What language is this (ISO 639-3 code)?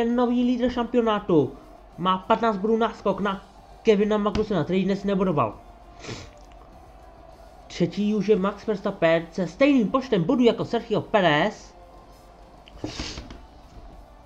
ces